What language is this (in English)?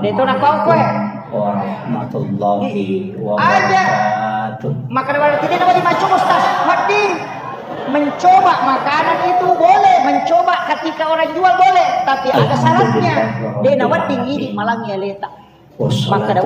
Buginese